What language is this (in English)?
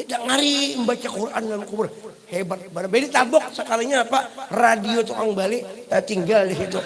Banjar